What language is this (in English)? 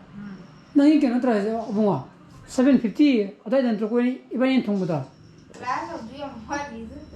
Manipuri